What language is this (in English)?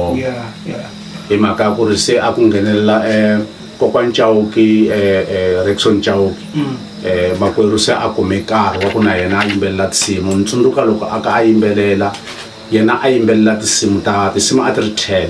Tsonga